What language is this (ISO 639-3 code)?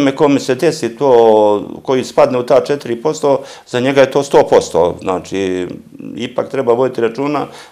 srp